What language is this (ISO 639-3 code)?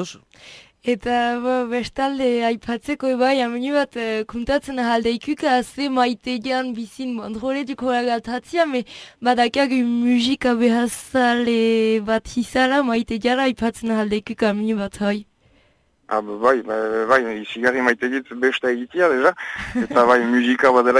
eus